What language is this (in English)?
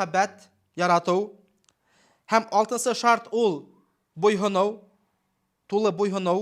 Bashkir